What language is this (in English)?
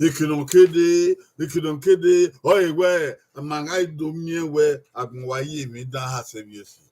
Bini